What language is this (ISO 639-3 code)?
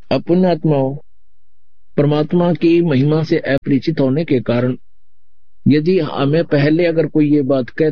hin